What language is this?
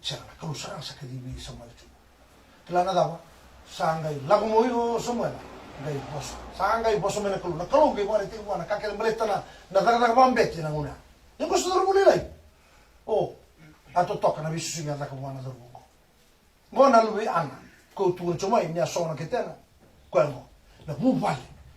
Fijian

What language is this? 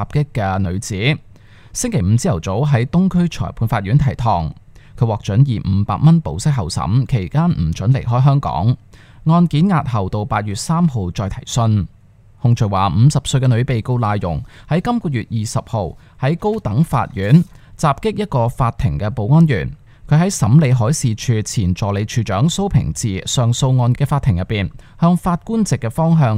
Cantonese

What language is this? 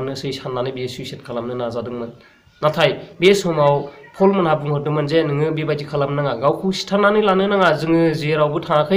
Bodo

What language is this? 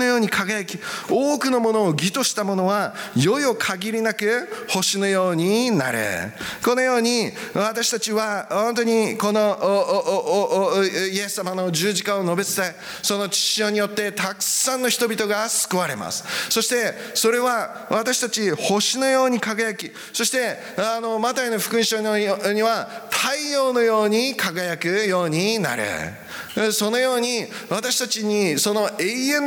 Japanese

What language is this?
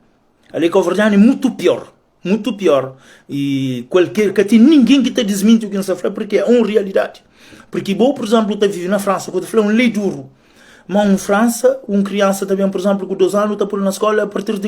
Kabuverdianu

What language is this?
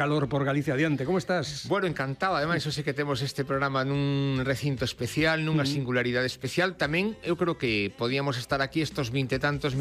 Galician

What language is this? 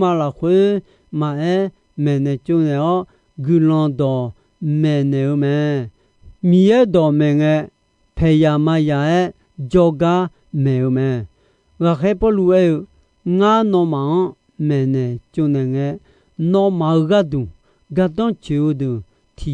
Akha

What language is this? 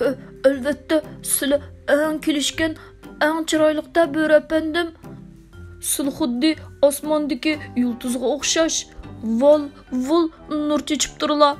Uyghur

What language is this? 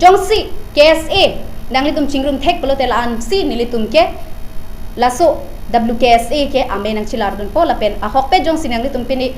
Karbi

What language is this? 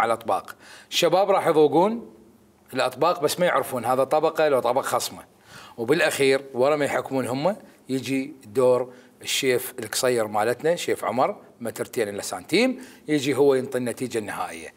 Mesopotamian Arabic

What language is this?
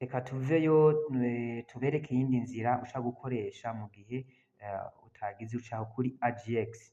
Rundi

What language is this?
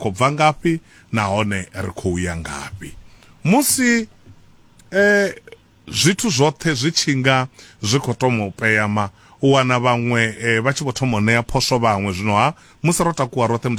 Venda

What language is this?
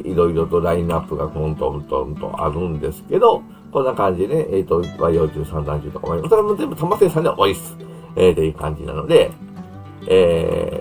Japanese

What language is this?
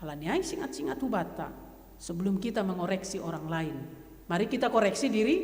Batak Simalungun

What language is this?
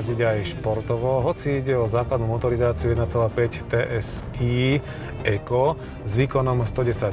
Slovak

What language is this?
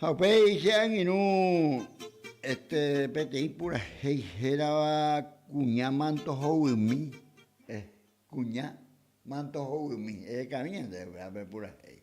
Guarani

